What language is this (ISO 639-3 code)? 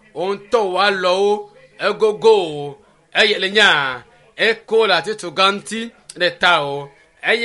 ewe